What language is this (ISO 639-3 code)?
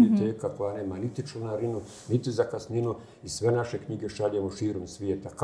bos